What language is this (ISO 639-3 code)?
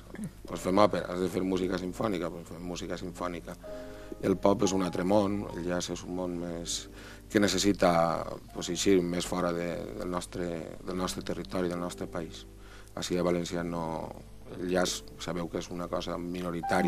cat